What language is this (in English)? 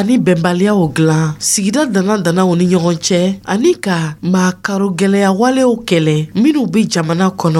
Dyula